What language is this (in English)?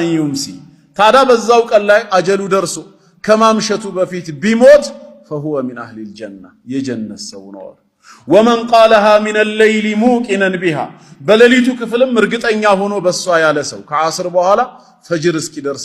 Amharic